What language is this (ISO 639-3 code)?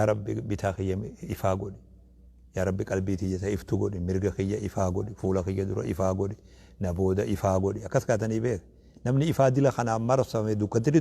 orm